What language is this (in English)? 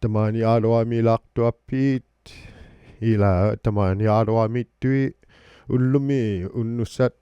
Inuktitut